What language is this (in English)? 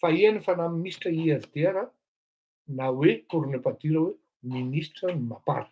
Malagasy